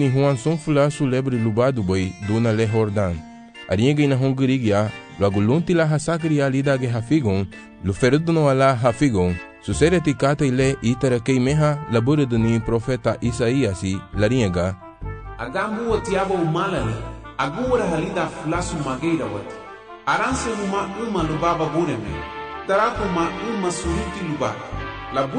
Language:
Garifuna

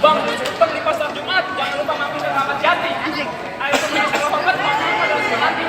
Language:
Betawi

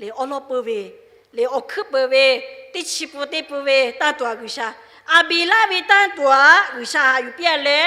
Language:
Lahu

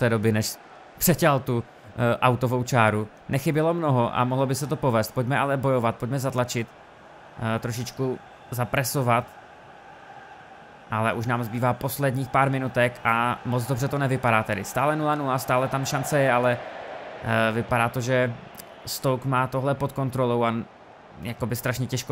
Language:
Czech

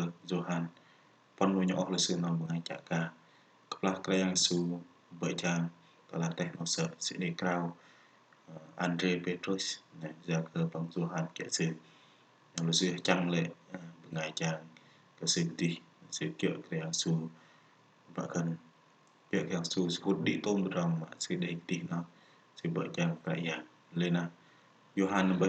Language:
Bahnar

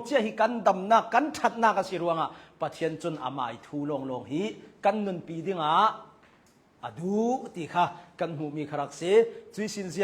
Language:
Hakha Chin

